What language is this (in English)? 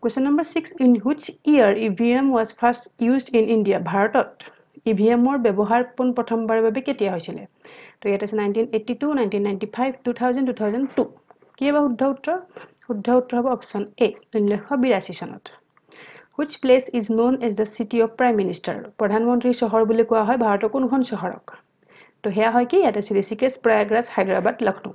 Assamese